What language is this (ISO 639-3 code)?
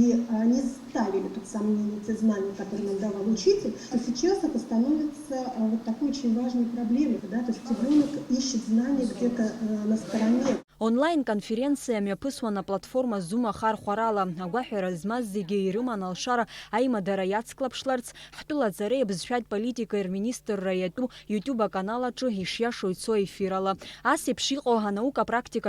abk